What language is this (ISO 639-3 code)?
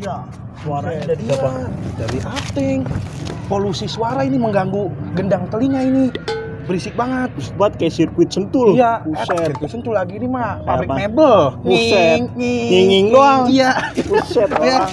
bew